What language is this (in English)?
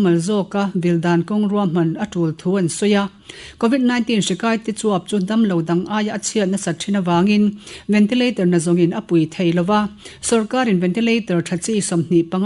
Mizo